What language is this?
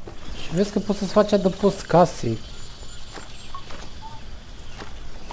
Romanian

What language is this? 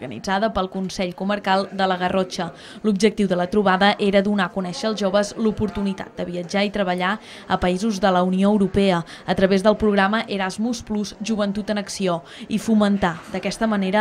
Catalan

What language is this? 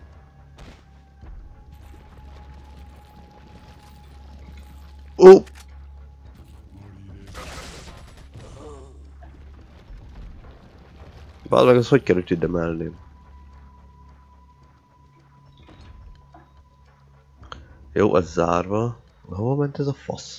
Hungarian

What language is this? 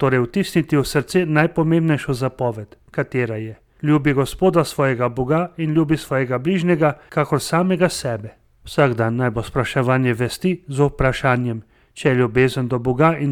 Slovenian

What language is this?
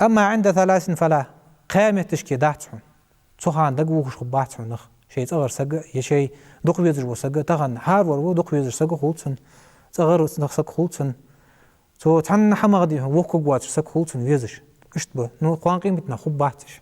Ingush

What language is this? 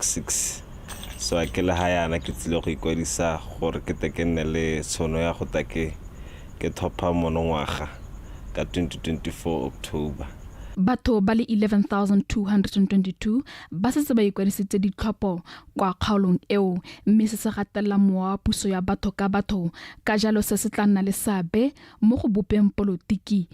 Tswana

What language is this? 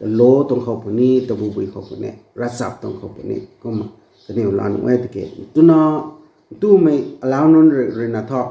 Rongmei Naga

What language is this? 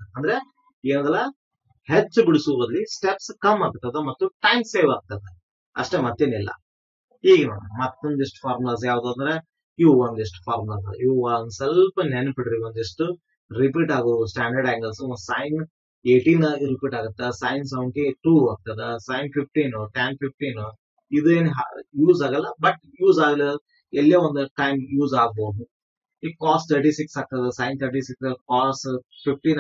Kannada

